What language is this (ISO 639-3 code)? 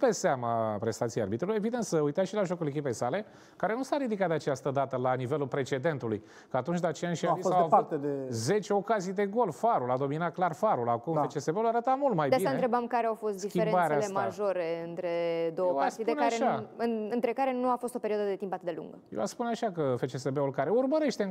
ron